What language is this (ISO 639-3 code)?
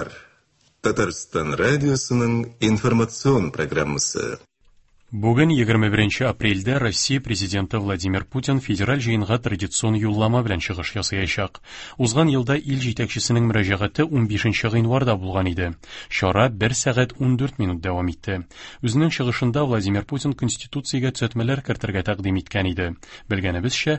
tat